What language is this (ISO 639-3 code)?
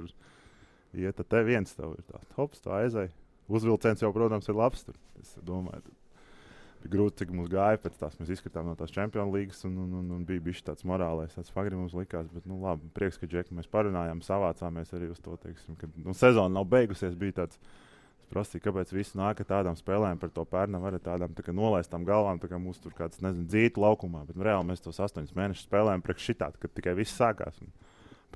lav